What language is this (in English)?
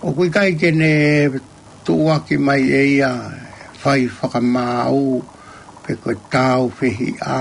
Tongan